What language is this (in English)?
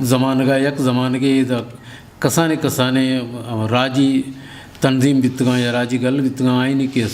Eastern Balochi